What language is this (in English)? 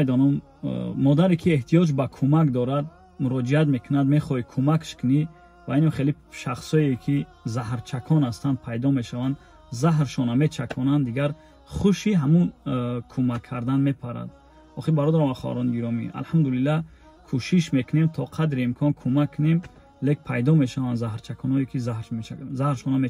Tajik